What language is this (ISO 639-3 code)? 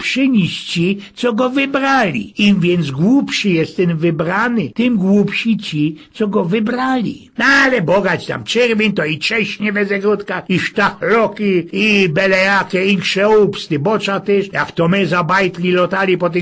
szl